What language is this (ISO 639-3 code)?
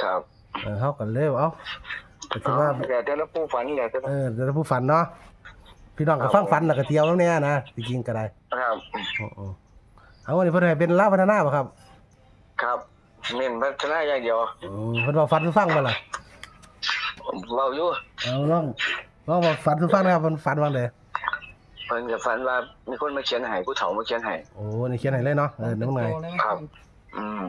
tts